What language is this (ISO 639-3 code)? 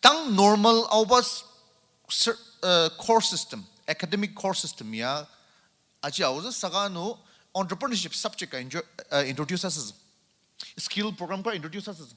njo